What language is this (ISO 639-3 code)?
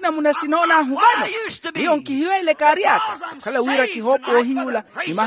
vmw